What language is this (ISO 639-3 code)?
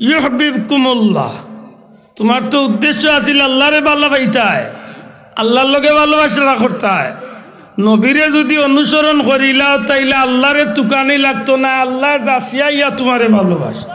syl